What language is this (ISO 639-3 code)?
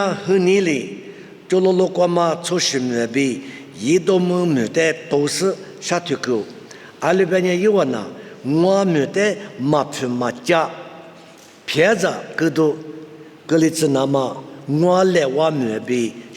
lis